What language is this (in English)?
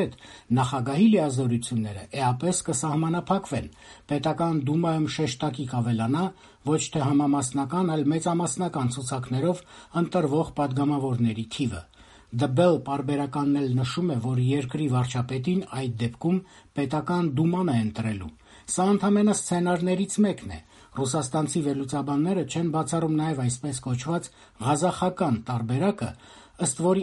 Armenian